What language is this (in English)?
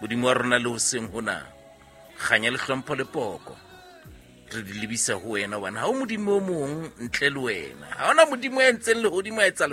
Southern Sotho